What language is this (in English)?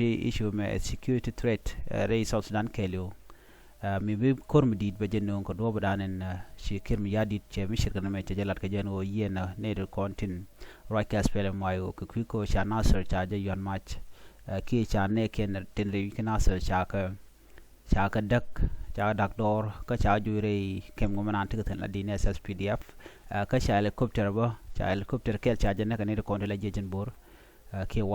Nuer